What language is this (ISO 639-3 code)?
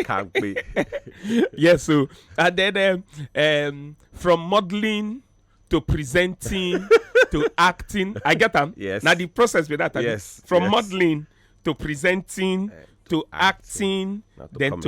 pcm